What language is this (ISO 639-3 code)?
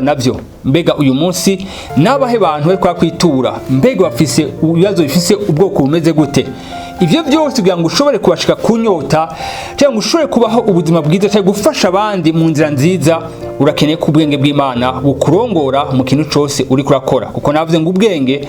run